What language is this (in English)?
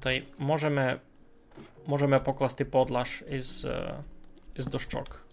Rusyn